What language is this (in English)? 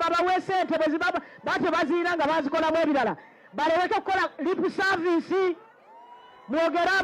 Ganda